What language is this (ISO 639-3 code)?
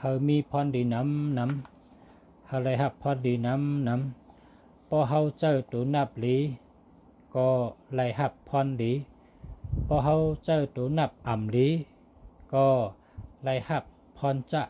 shn